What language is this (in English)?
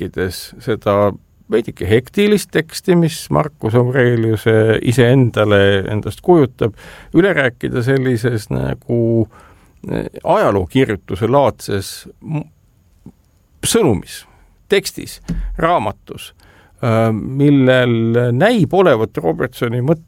Estonian